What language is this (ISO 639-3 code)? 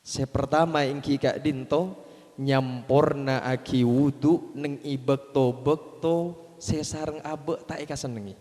mad